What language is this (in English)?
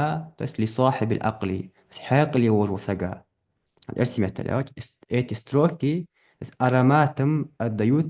Ingush